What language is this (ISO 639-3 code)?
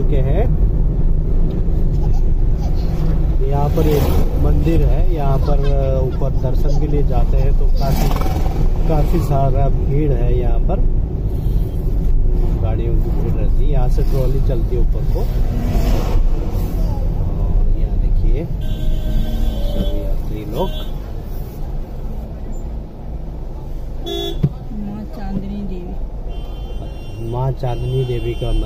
hin